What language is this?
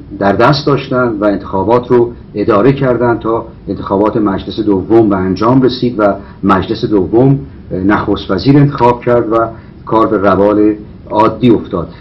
Persian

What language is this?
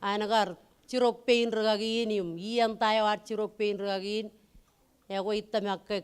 Marshallese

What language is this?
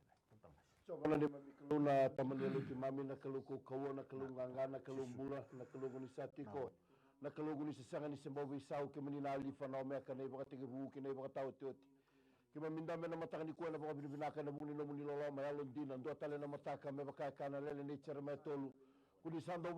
Fijian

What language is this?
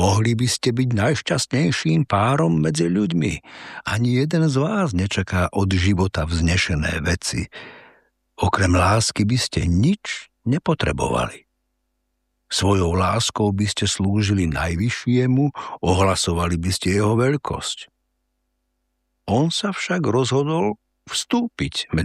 Slovak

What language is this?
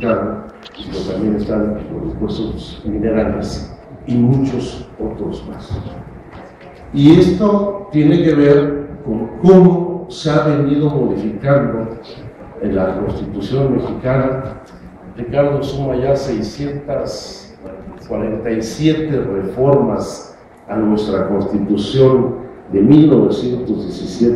Spanish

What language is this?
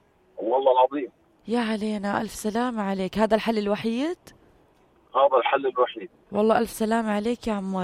North Levantine Arabic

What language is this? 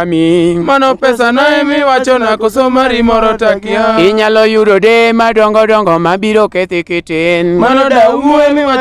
Luo (Kenya and Tanzania)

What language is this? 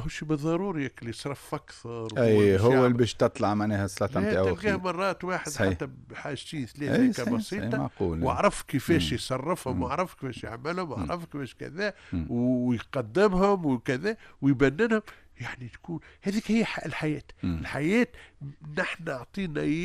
Tunisian Arabic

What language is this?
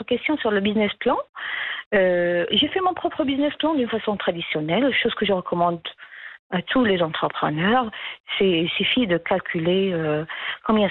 French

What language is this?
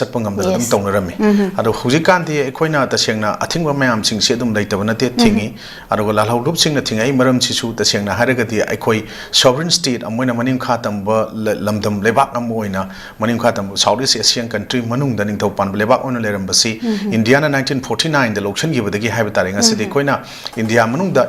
Manipuri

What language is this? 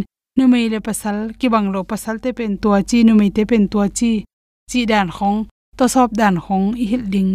Tedim Chin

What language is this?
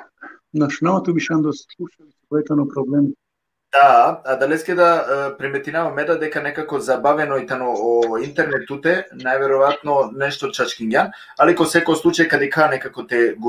Balkan Romani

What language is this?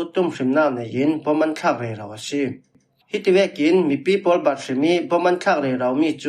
Falam Chin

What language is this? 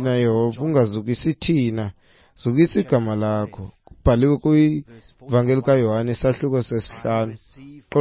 Xhosa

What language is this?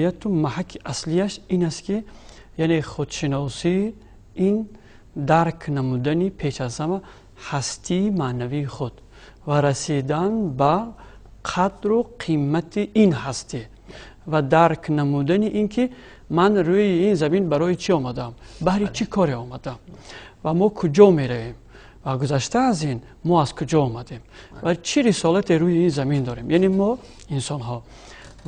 Tajik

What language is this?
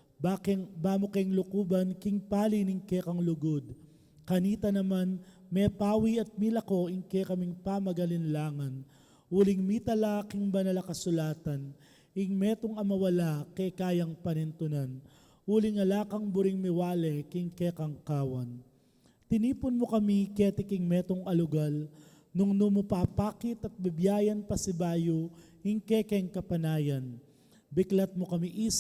Pampanga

